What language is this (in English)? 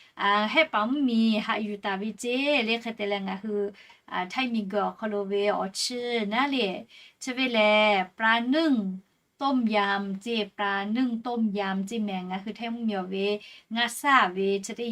Lahu